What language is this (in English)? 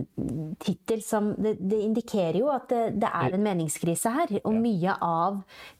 Norwegian